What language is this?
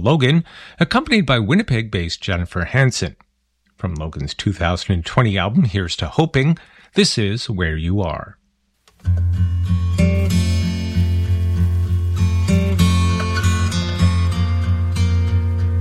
English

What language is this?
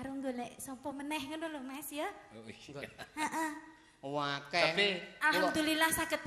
Javanese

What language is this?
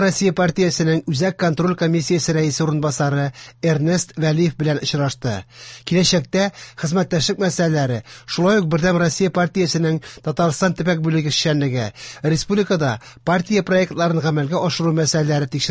Tatar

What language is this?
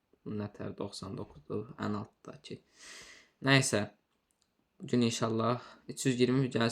Azerbaijani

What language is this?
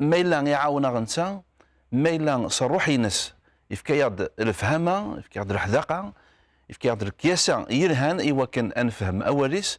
Kabyle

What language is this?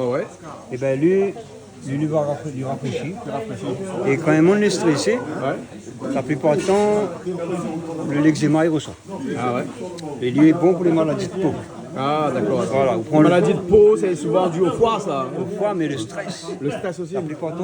Réunion Creole French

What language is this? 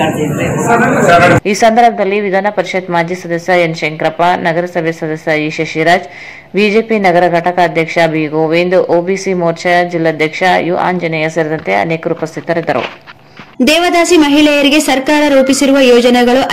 Kannada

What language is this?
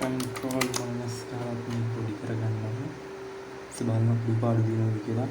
Sinhala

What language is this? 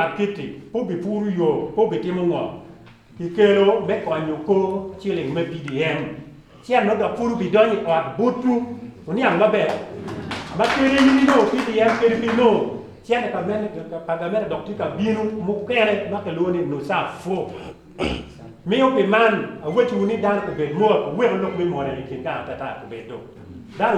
Acoli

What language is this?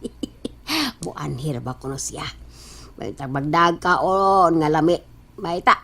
Cebuano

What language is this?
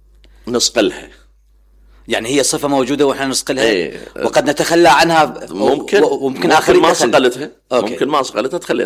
Mesopotamian Arabic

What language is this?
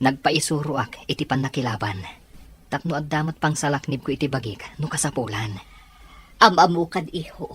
Iloko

